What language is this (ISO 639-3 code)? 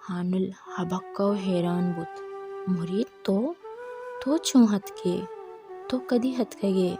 bal